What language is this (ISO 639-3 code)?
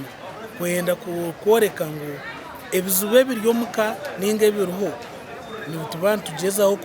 nyn